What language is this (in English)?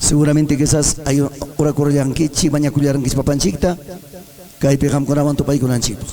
Ayacucho Quechua